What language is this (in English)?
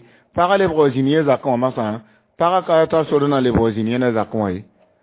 Mossi